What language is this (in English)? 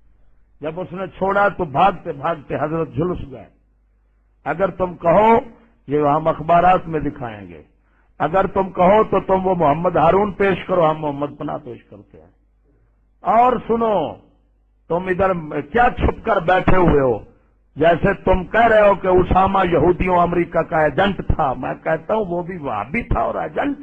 Urdu